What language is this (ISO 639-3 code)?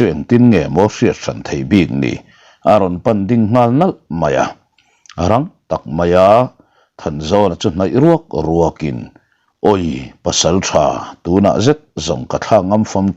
lus